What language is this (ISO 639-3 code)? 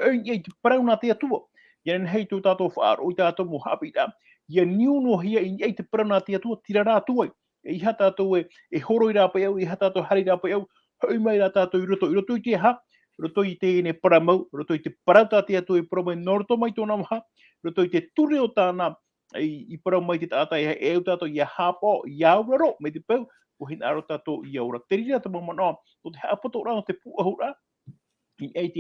tah